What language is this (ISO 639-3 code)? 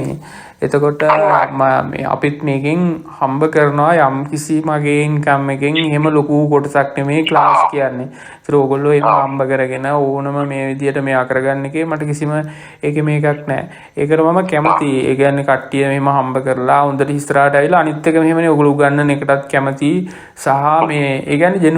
sin